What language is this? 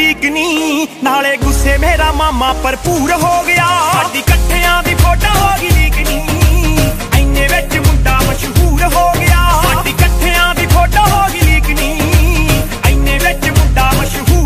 Punjabi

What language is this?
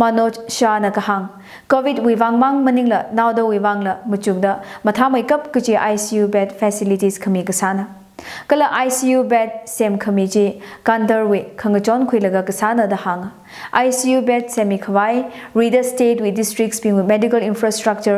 Tangkhul Naga (India)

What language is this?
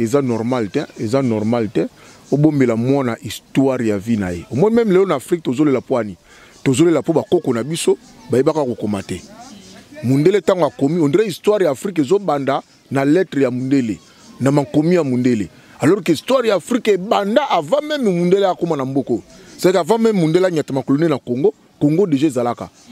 Lingala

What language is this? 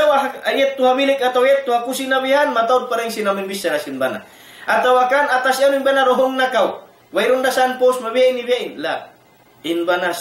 Tausug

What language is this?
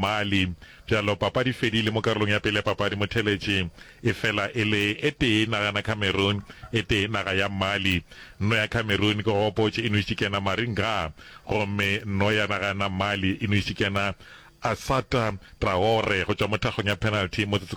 Northern Sotho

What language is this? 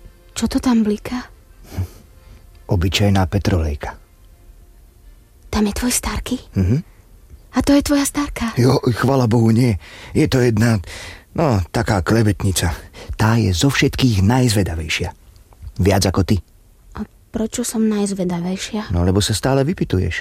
Slovak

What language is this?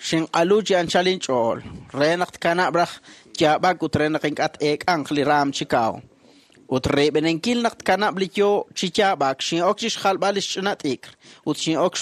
Kekchí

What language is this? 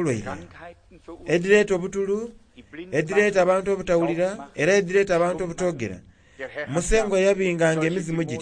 Soga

